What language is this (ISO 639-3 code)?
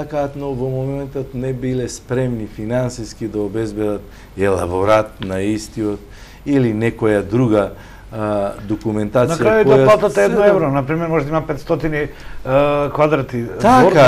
mkd